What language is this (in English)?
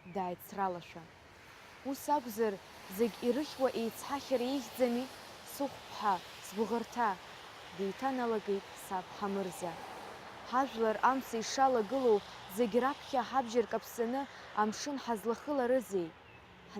Abkhazian